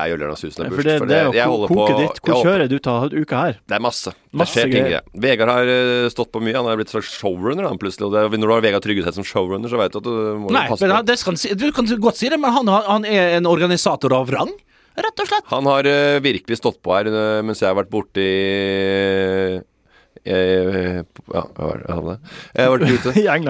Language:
Norwegian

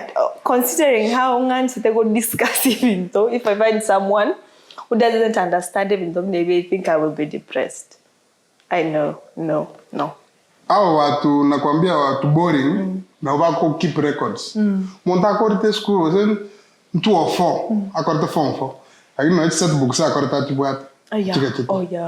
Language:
Gusii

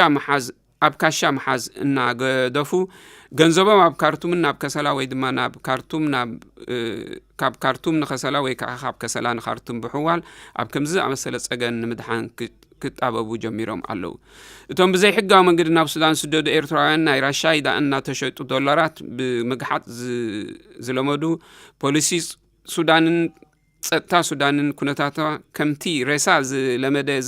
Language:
Tigrinya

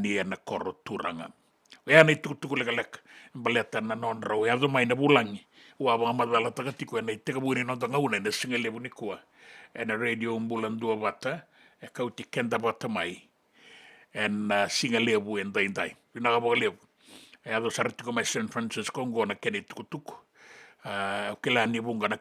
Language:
Fijian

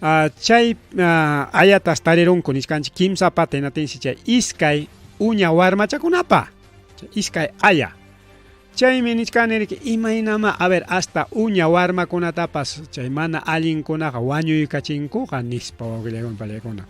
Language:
Ayacucho Quechua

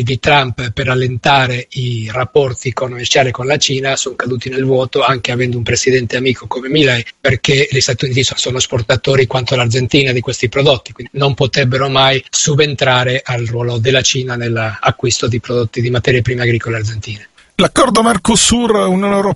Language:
Italian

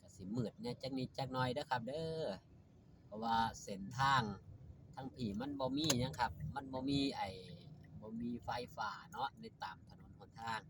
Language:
Northeastern Thai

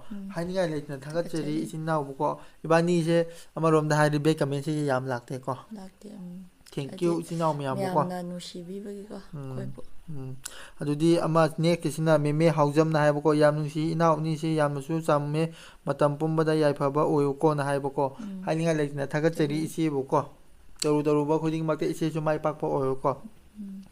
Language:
Manipuri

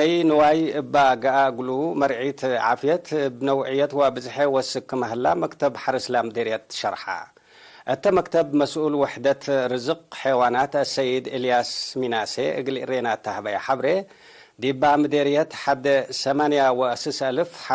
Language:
Tigre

